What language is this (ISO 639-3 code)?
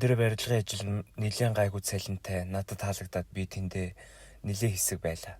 mon